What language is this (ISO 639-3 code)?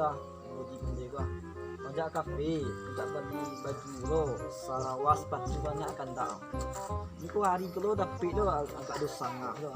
min